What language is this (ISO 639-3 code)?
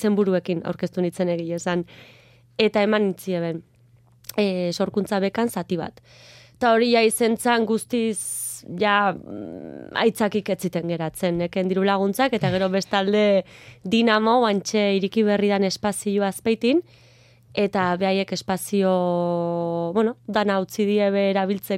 eus